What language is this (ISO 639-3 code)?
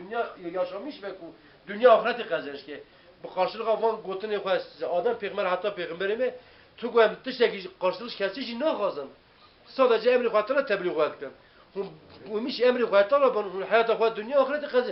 kur